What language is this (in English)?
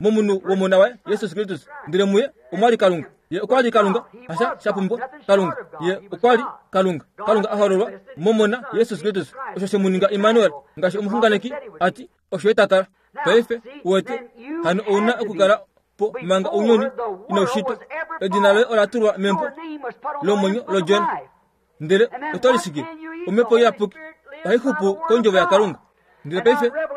Kuanyama